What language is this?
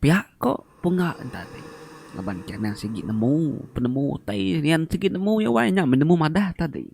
Iban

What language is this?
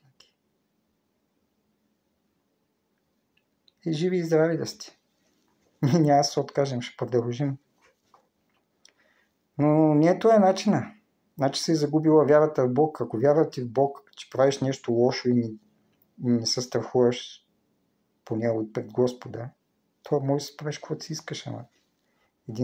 Bulgarian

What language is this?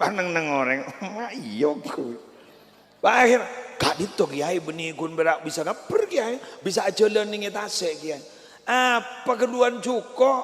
Madurese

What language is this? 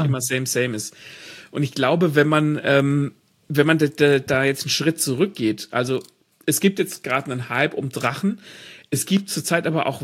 German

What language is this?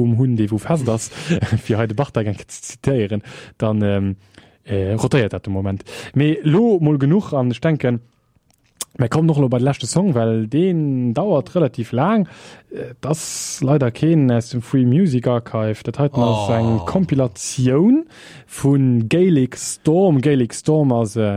Luxembourgish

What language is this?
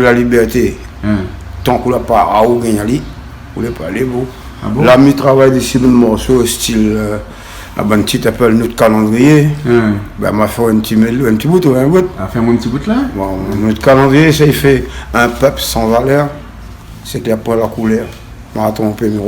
Réunion Creole French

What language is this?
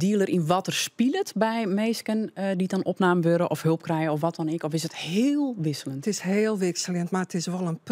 Western Frisian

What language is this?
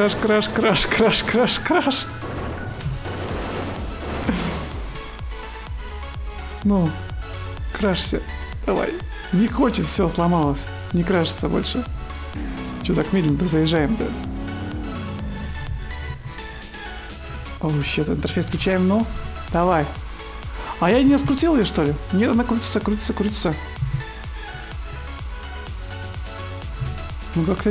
Russian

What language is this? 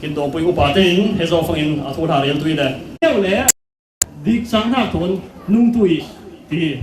Falam Chin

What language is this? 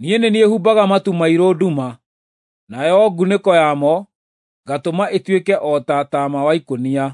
Kikuyu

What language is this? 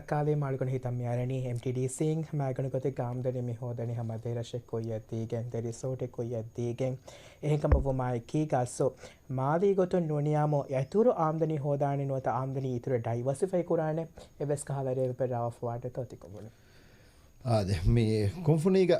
Divehi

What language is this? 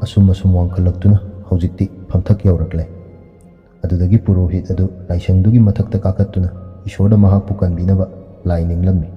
Manipuri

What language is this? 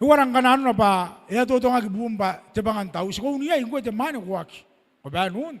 Gilbertese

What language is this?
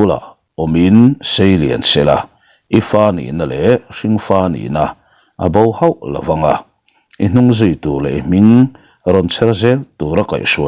Mizo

